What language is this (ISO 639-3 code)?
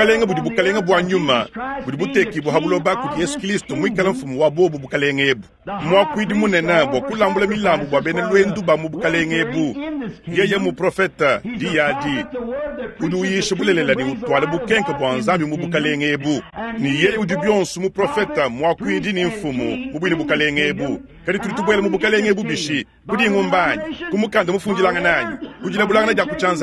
lua